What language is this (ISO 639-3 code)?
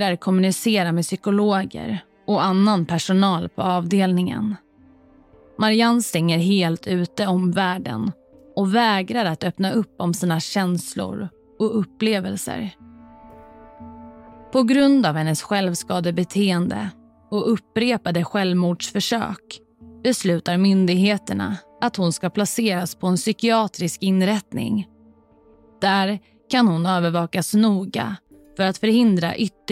swe